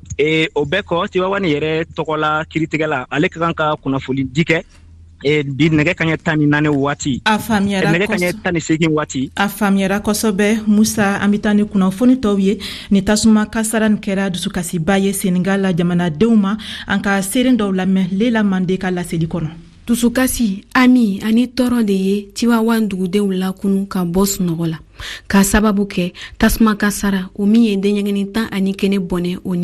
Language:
Bambara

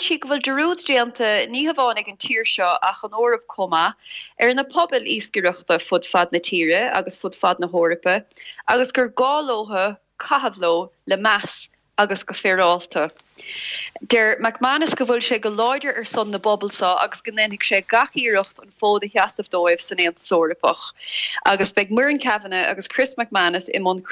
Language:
Irish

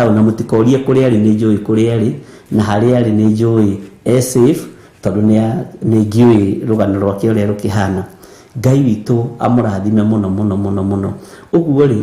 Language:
Kikuyu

